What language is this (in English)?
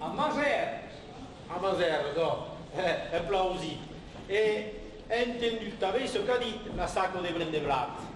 Occitan